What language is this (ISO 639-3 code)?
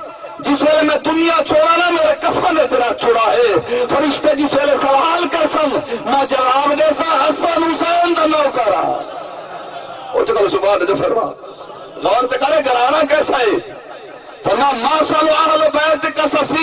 skr